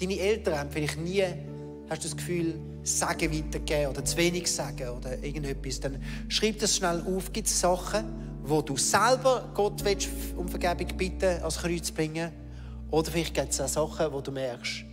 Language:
Swiss German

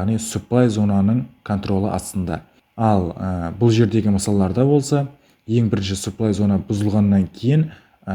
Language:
Kara-Kalpak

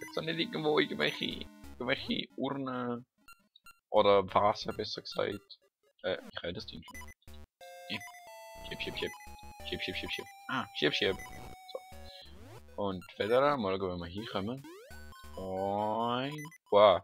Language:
Swiss German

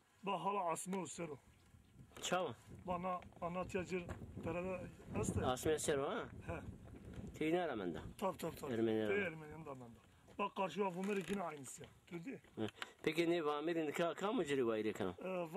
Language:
Zaza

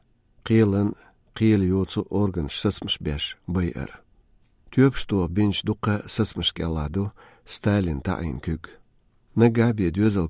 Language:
Chechen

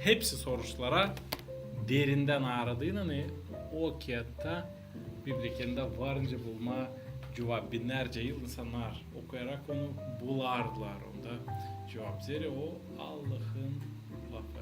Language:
Gagauz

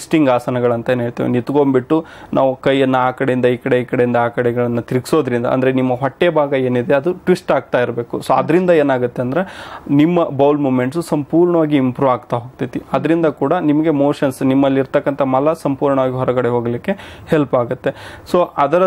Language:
Kannada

